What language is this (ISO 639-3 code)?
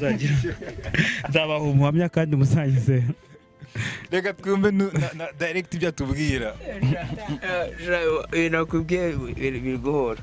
kin